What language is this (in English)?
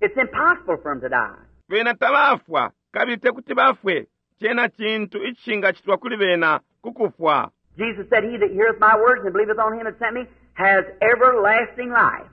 Bemba